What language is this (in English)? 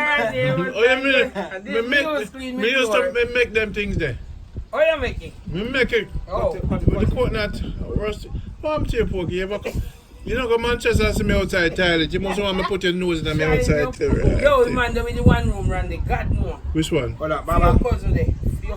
Jamaican Creole English